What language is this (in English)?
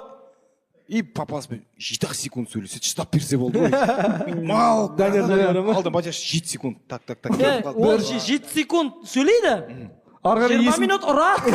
Kazakh